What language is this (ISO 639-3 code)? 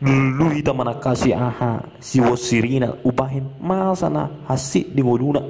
bbc